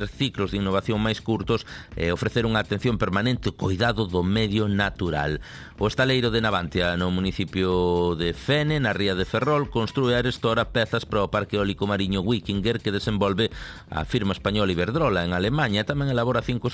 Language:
Galician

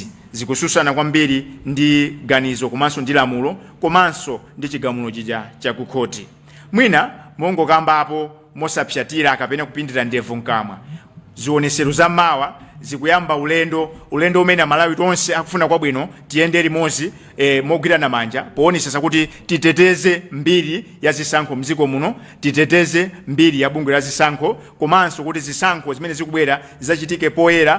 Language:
Nyanja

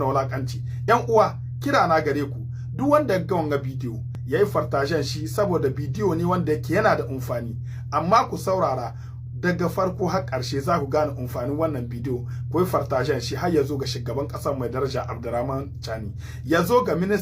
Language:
Hausa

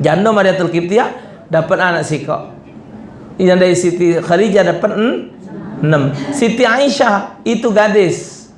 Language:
Musi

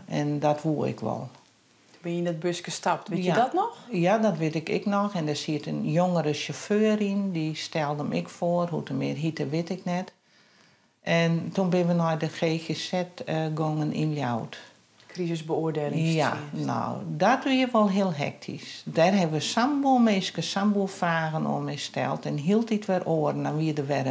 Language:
Western Frisian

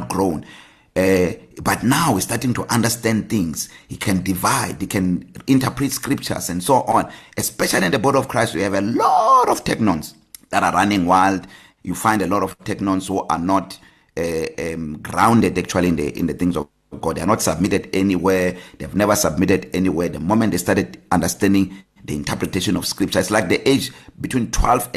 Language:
English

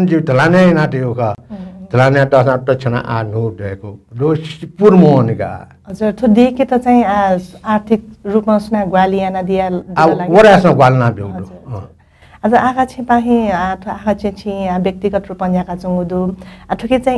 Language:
Newari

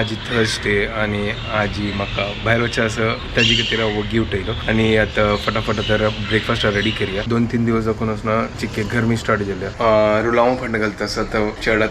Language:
Konkani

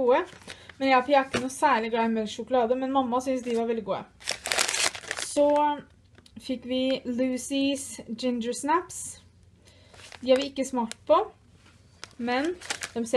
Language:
Norwegian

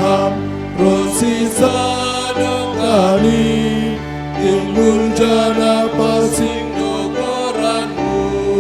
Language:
Batak Simalungun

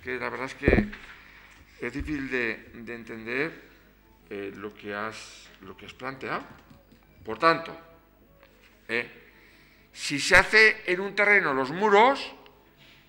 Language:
Spanish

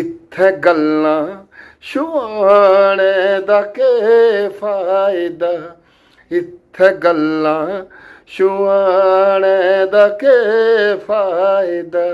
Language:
Dogri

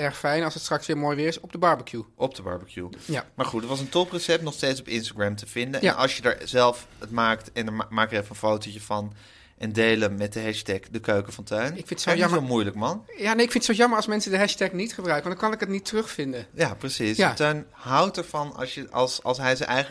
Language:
Dutch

